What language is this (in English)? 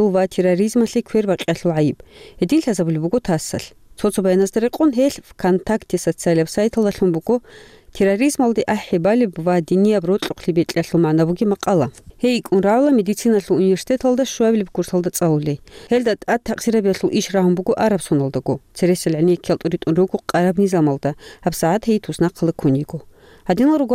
Avaric